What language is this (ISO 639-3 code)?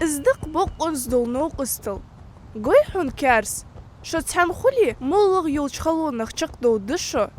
inh